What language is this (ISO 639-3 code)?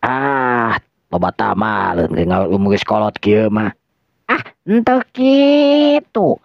sun